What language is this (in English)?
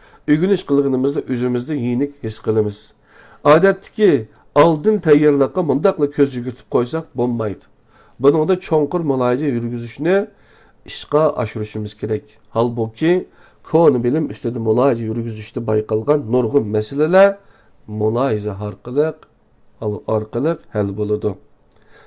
Uyghur